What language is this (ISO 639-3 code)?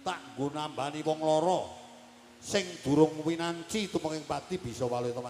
jav